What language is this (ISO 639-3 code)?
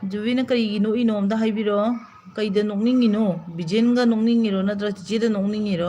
mni